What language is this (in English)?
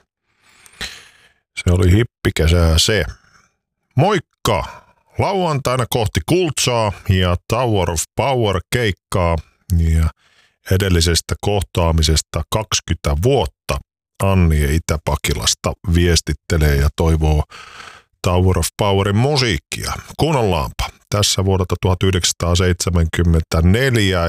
Finnish